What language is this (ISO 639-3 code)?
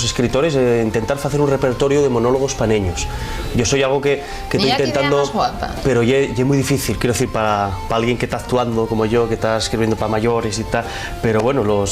ast